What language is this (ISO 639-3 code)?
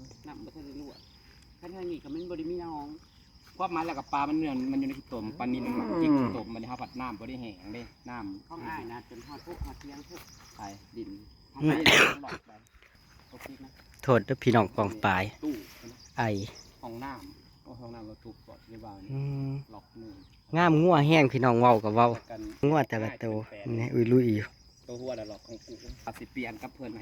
tts